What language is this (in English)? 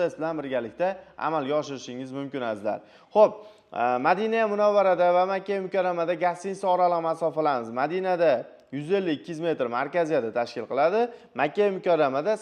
Uzbek